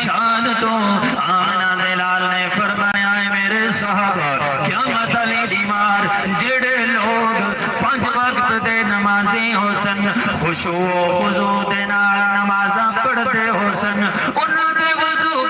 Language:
Saraiki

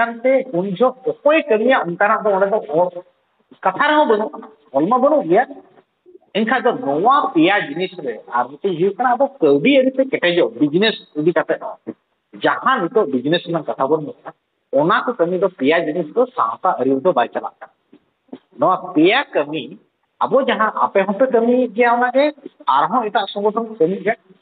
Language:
Santali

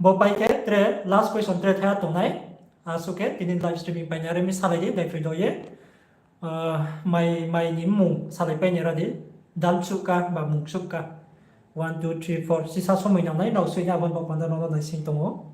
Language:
Riang (India)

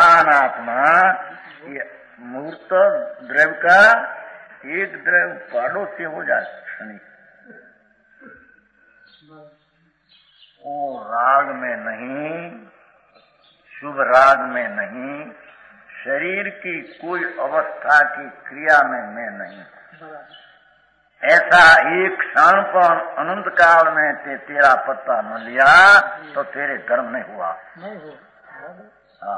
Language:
Hindi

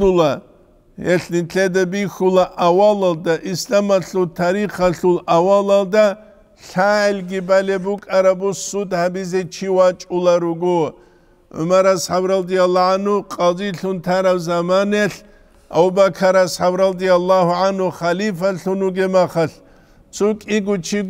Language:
Avaric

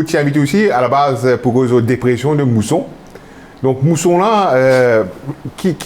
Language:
Morisyen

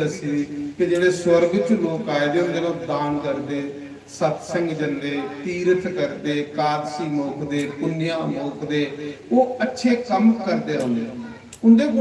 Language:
Dogri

